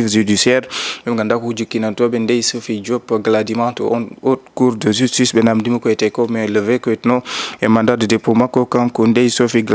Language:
Fula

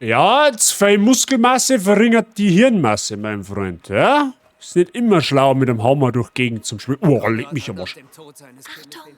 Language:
Bavarian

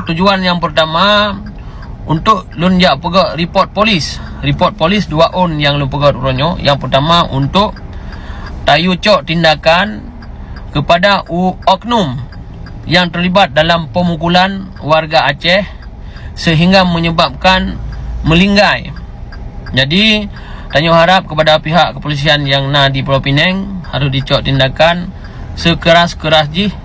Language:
Achinese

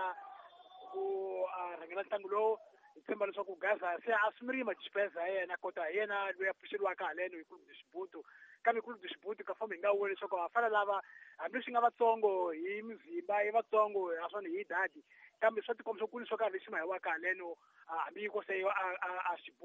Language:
Tsonga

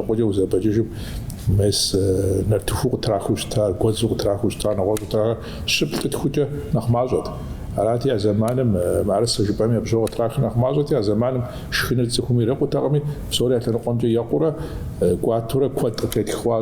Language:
Kabardian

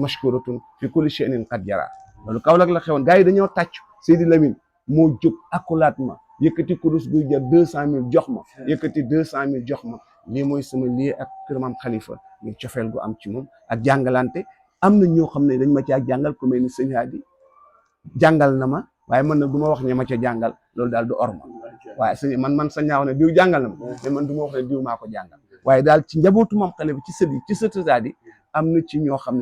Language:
Wolof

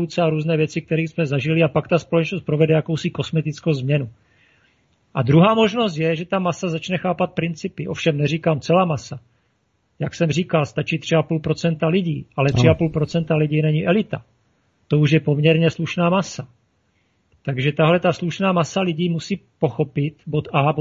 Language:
Czech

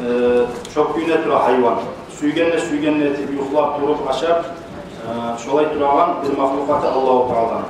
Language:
Kumyk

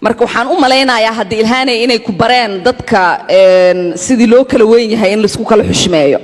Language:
Somali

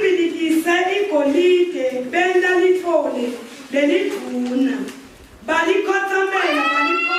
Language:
Zulu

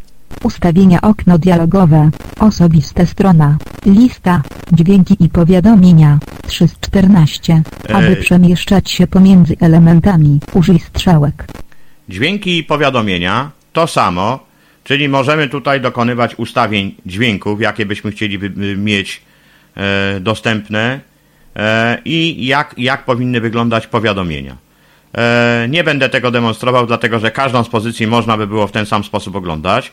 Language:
Polish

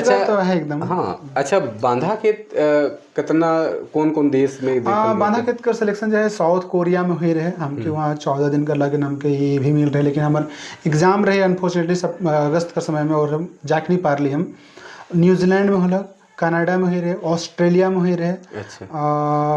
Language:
Sadri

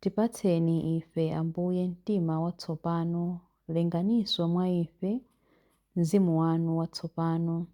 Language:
Nyanja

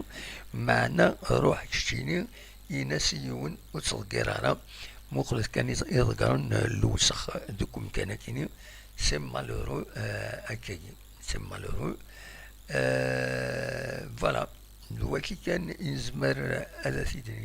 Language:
Kabyle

